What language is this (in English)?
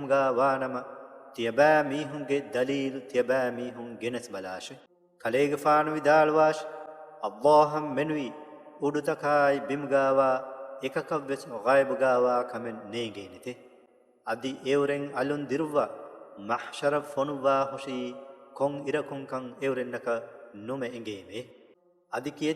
Divehi